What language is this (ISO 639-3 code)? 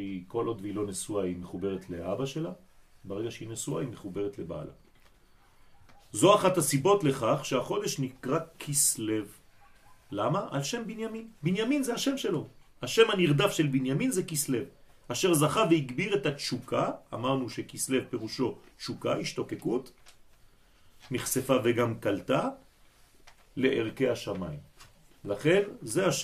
heb